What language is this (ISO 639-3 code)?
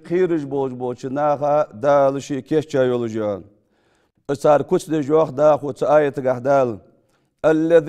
inh